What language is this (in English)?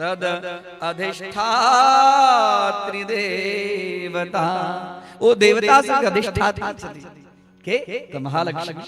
Maithili